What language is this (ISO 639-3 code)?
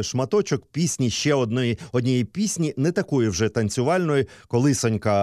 ukr